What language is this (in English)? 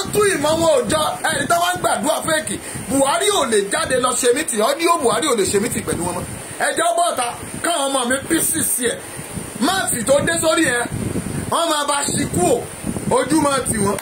Yoruba